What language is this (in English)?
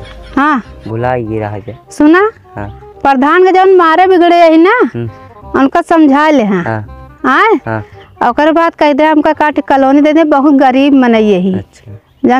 Awadhi